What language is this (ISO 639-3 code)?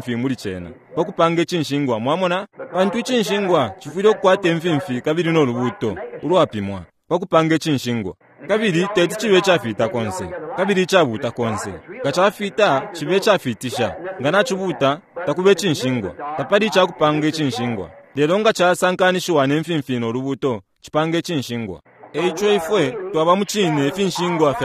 bem